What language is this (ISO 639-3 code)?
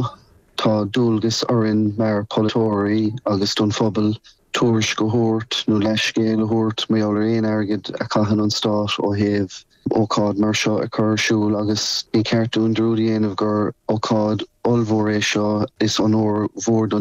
gle